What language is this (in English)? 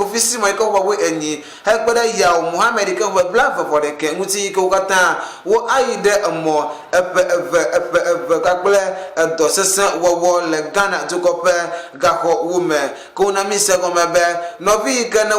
Ewe